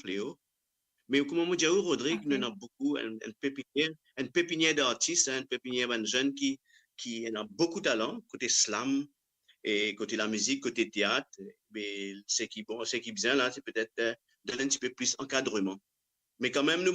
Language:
Morisyen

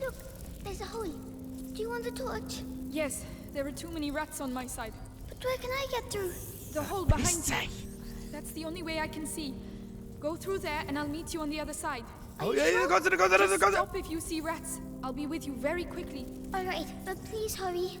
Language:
Bavarian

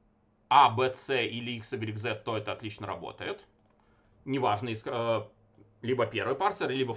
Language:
Russian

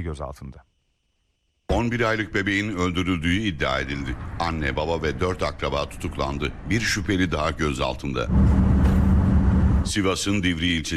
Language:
Turkish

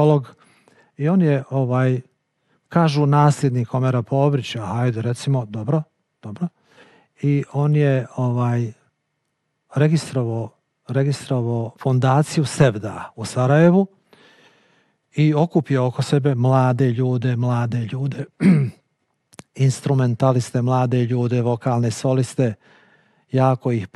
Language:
Bosnian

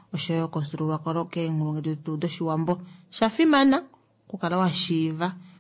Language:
Kuanyama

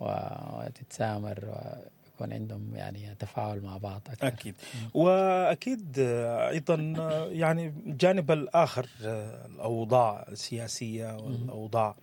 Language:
Sudanese Arabic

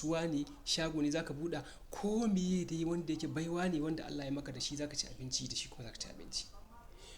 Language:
Hausa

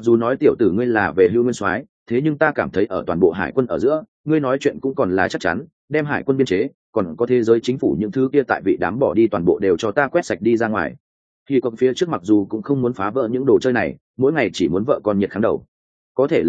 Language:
Vietnamese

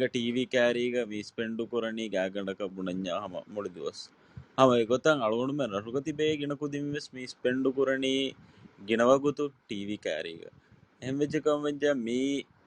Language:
Divehi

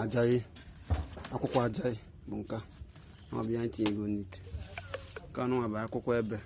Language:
Igbo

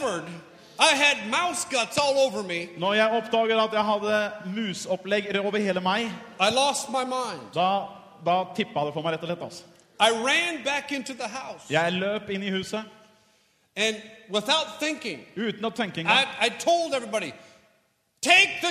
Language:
Norwegian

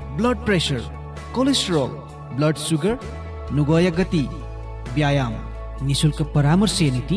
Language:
Newari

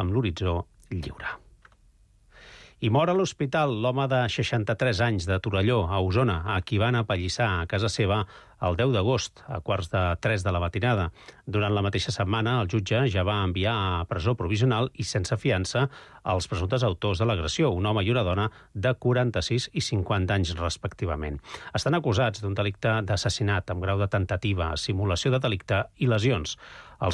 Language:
Catalan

